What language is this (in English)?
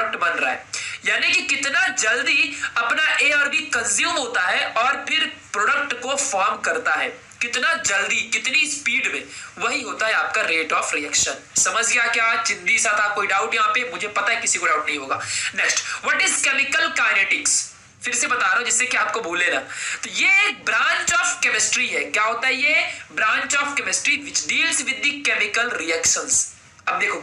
Hindi